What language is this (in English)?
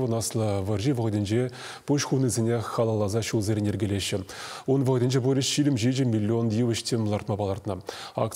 Chuvash